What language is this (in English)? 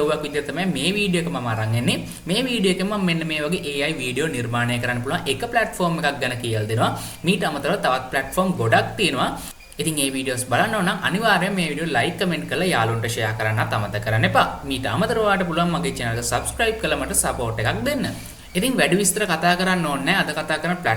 Sinhala